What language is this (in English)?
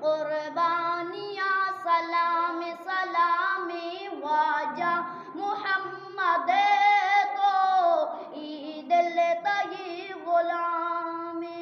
Eastern Balochi